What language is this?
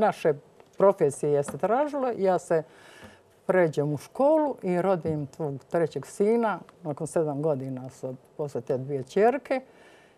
Croatian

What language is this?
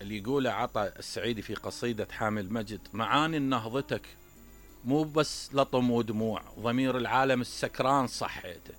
Mesopotamian Arabic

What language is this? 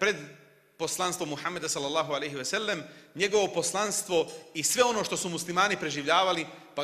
Bosnian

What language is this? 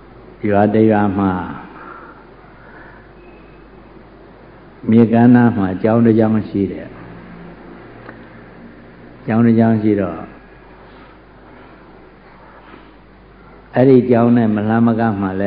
Burmese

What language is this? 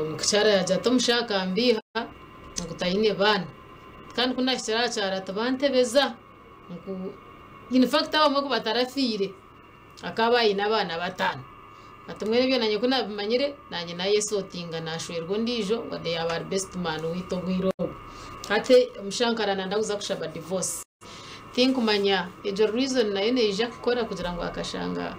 Nyankole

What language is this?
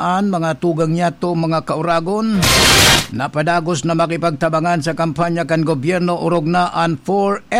Bikol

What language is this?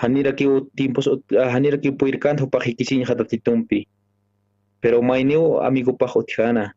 Aymara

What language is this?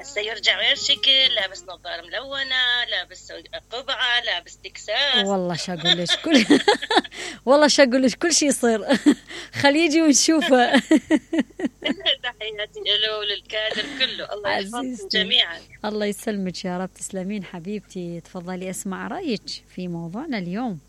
Mesopotamian Arabic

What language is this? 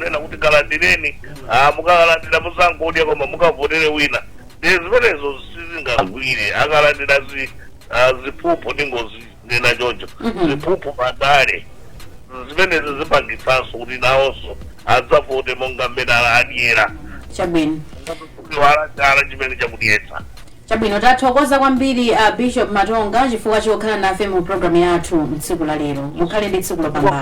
Nyanja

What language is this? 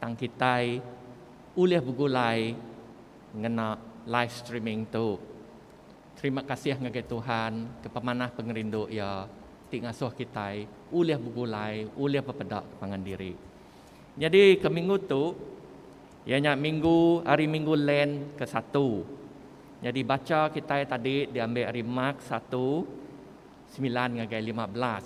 Iban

